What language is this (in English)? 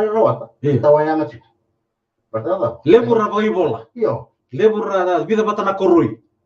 Fijian